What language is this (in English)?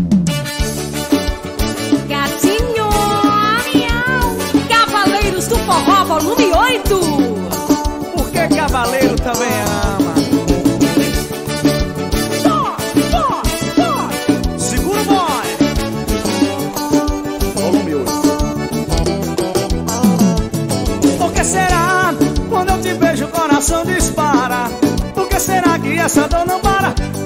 Portuguese